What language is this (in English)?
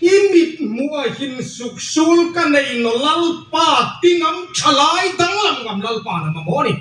Hmar